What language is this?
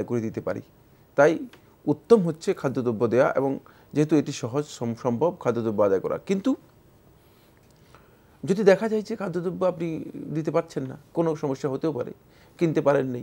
Bangla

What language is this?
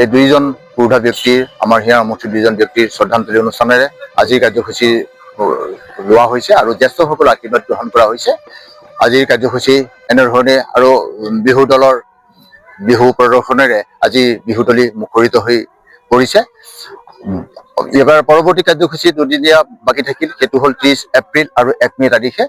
Assamese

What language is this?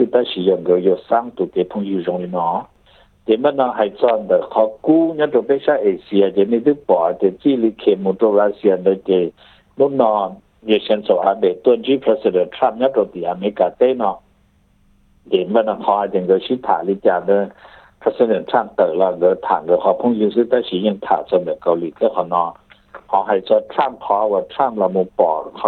Thai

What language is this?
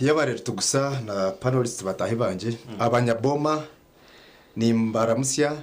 Nyankole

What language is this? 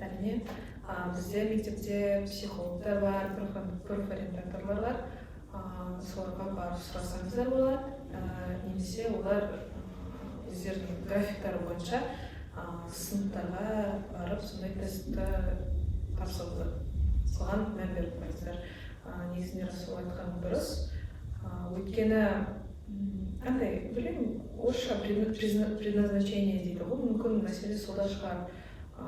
Kazakh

